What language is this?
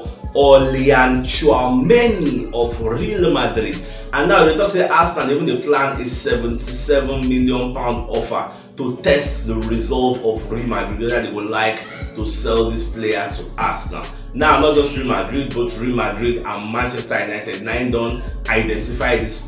Nigerian Pidgin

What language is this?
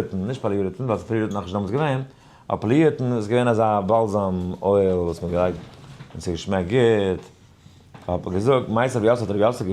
Yiddish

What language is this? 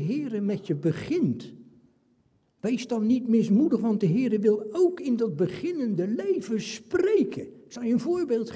Dutch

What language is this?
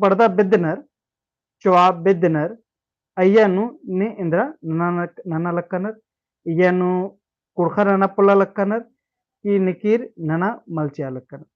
Kurukh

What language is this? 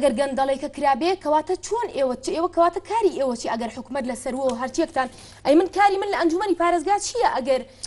Central Kurdish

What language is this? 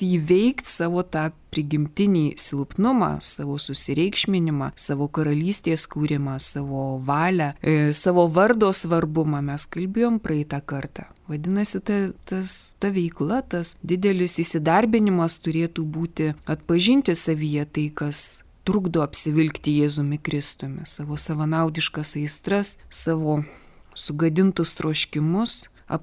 Lithuanian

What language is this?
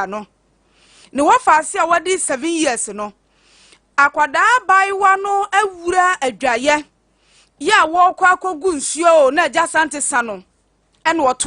Akan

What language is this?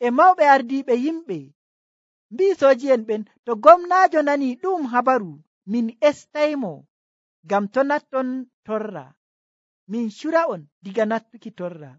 Nigerian Fulfulde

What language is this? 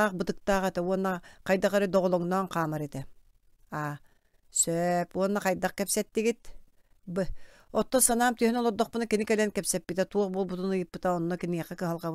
Yakut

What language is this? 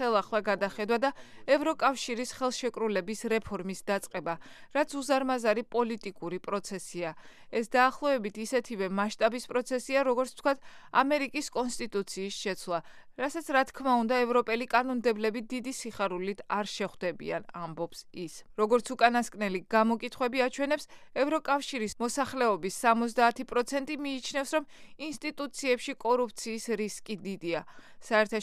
Georgian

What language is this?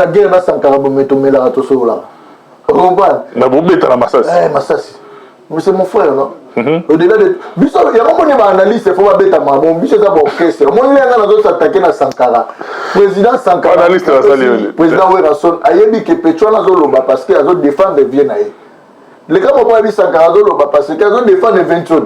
Lingala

